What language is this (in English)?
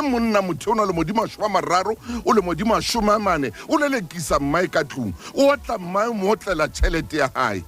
Southern Sotho